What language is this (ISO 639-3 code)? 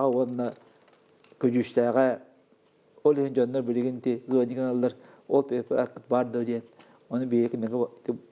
sah